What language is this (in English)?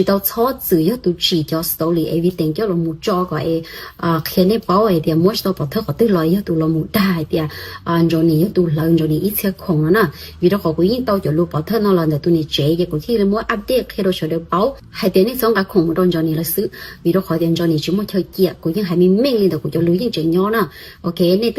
Hmong